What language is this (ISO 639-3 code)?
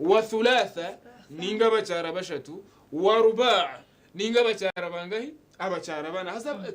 nyn